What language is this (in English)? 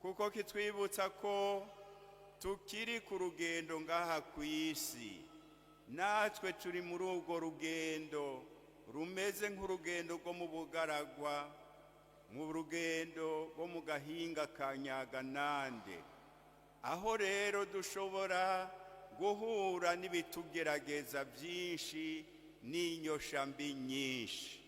Rundi